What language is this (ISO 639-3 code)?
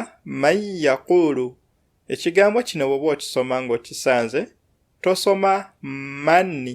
lug